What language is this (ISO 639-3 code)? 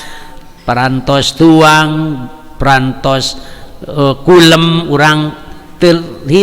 sun